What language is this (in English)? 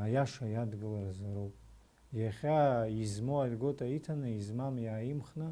Abkhazian